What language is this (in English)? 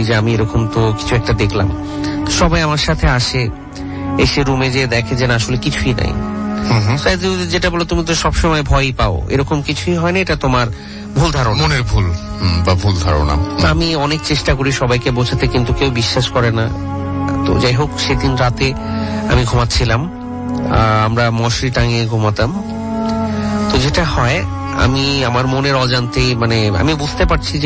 Bangla